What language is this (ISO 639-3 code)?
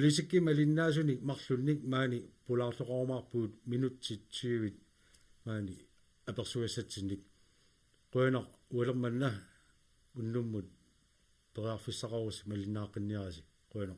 kal